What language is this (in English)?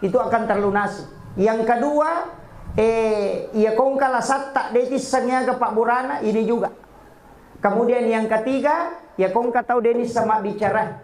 Buginese